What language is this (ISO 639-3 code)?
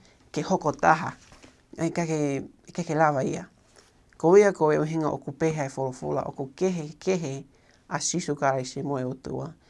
ton